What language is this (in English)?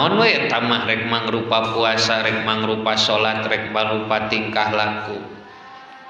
Sundanese